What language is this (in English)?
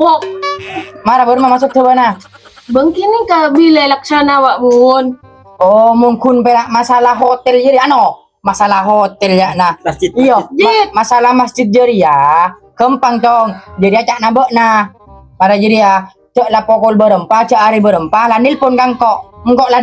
Madurese